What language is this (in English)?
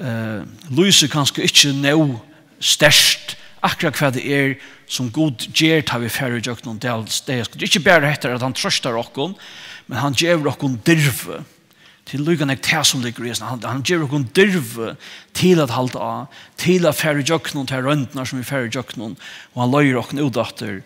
Faroese